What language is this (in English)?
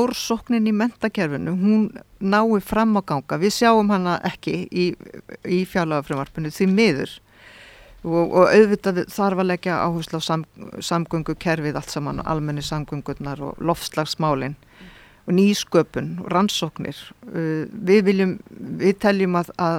Icelandic